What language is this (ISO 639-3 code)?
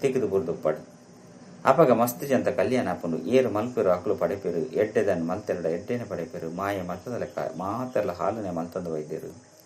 tcy